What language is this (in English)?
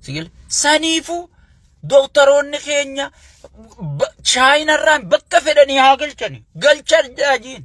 Oromo